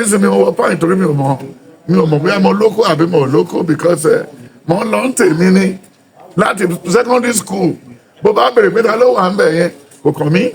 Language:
Yoruba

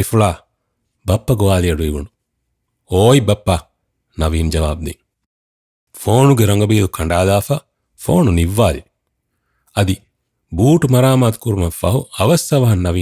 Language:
Divehi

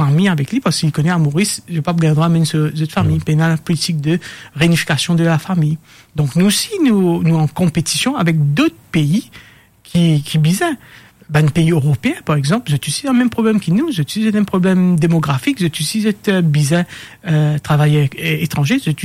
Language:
Morisyen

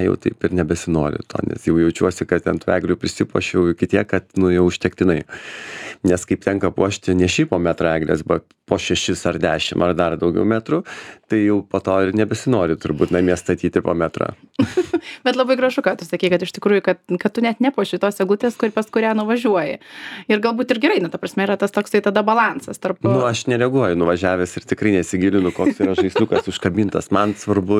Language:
Lithuanian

